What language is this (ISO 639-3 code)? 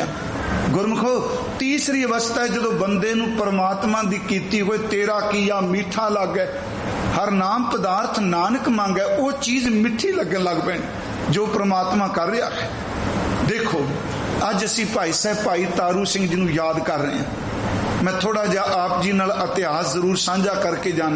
pan